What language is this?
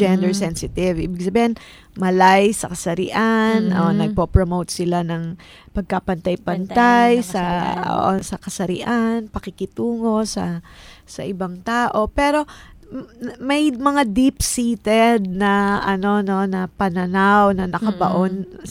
Filipino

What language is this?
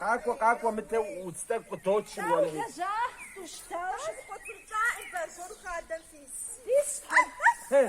Kabardian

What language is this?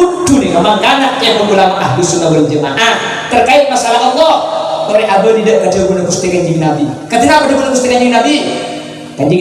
Madurese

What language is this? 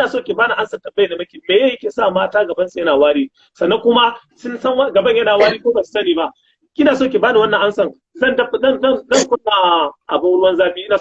Hausa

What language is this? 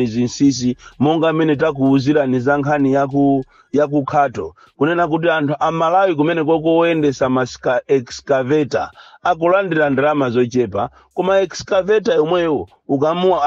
Nyanja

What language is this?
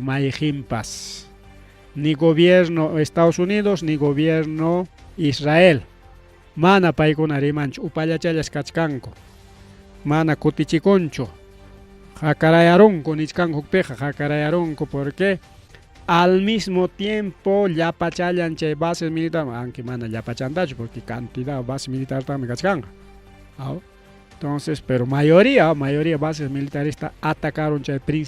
Ayacucho Quechua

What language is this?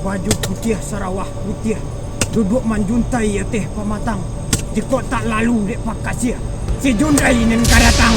Minangkabau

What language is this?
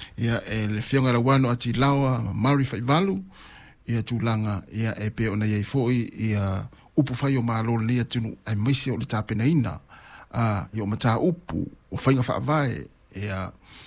Samoan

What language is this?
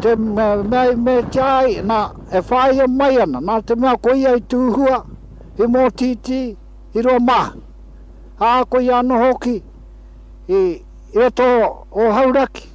Māori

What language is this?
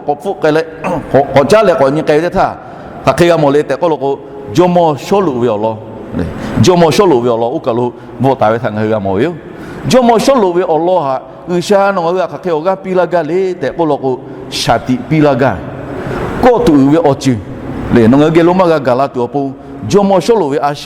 Lahu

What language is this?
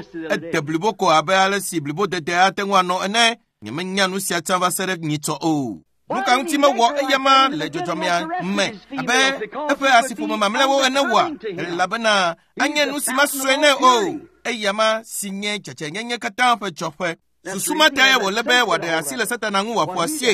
Ewe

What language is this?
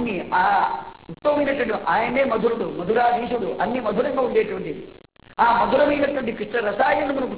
Telugu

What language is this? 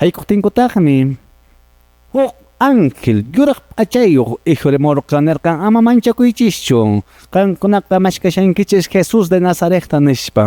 Quechua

